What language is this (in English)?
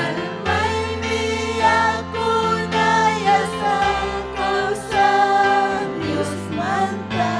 Ayacucho Quechua